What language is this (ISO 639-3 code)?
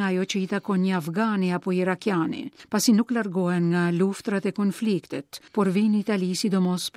sqi